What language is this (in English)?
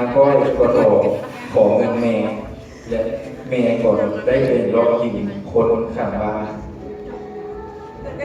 Lao